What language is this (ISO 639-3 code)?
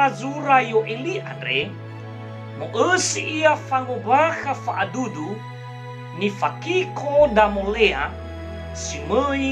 nia